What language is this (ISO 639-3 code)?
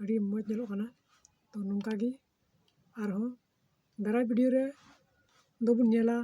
sat